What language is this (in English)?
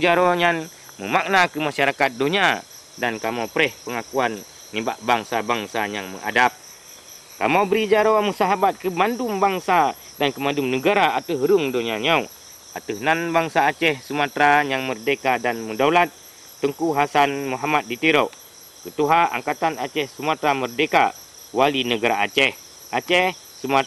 Achinese